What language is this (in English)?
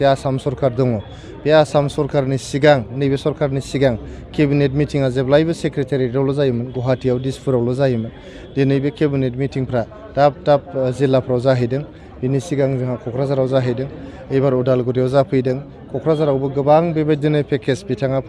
Bodo